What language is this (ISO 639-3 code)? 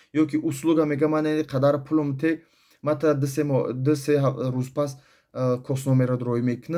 tgk